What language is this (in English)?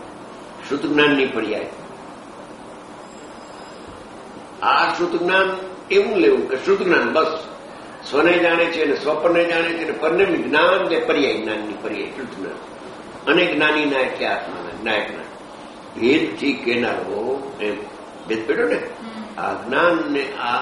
Gujarati